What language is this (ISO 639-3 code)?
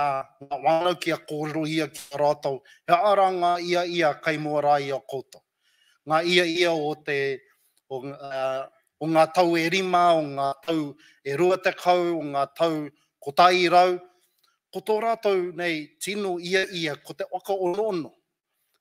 mri